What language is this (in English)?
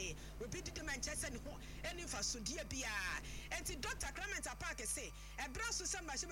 Akan